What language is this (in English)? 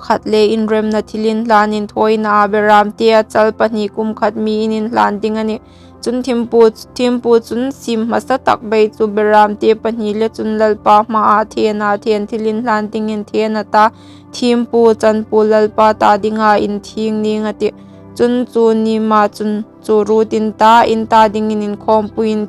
Hmar